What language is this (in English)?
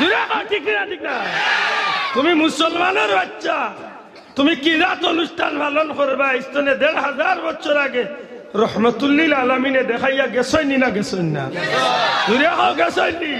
Sylheti